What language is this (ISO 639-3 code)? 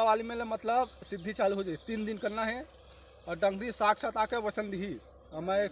hne